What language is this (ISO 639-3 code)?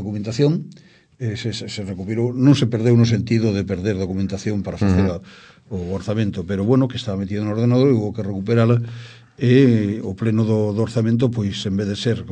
glg